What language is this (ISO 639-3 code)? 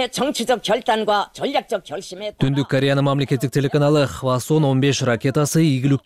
kir